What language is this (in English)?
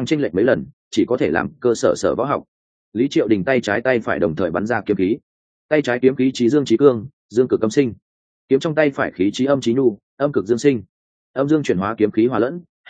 Vietnamese